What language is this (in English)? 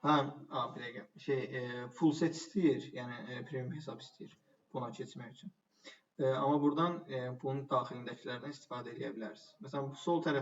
Azerbaijani